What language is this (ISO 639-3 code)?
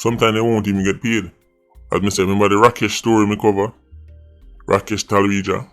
jam